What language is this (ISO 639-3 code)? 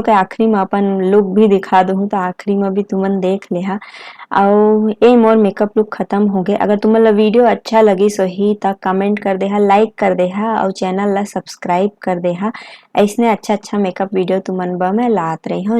hne